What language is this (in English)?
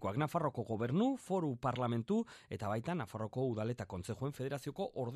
Basque